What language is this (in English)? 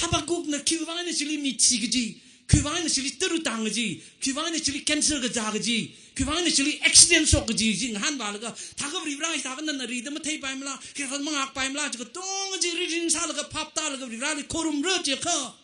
Tangkhul Naga (India)